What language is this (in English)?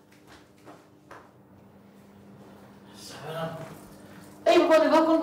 Persian